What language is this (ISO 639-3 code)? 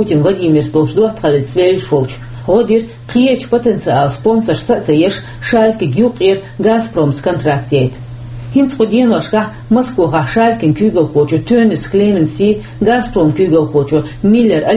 che